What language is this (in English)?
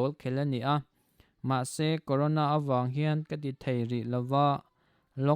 Mizo